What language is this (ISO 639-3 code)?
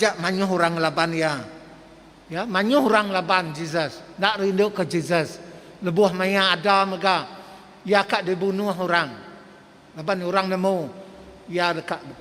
iba